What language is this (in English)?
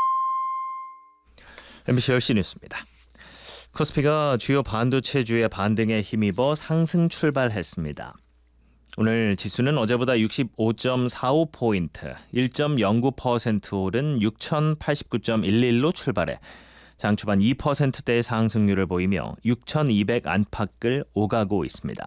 Korean